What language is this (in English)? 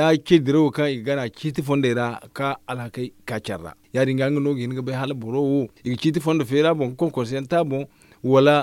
Zarma